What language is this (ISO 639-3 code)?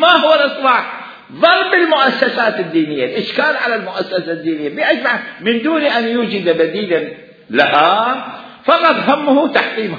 acm